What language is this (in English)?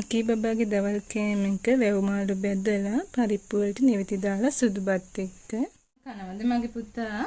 Sinhala